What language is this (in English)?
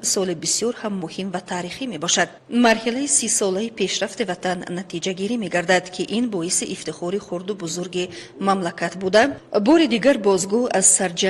Tajik